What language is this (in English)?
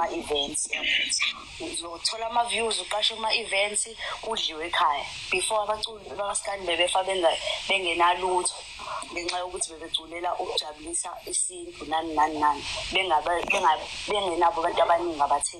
Zulu